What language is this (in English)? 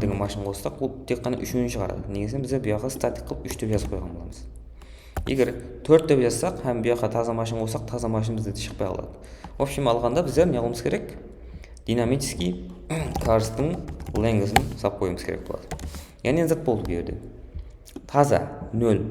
Kara-Kalpak